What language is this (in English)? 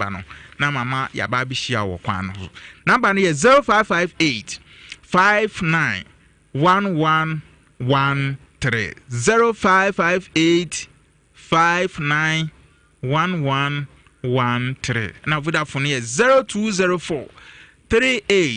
Akan